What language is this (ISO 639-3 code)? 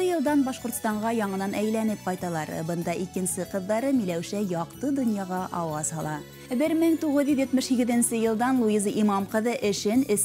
bak